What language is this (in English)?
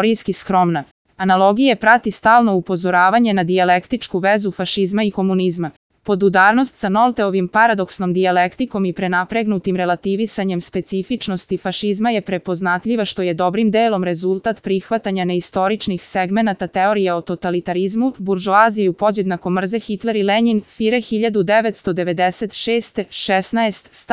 Serbian